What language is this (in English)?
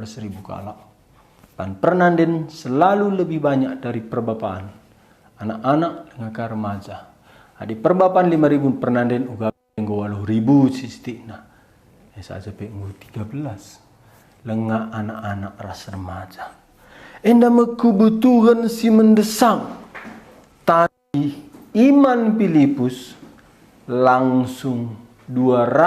Batak Karo